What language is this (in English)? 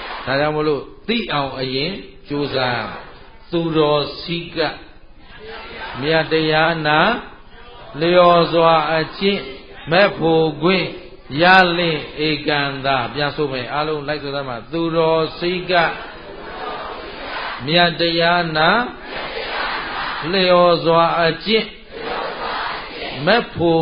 Burmese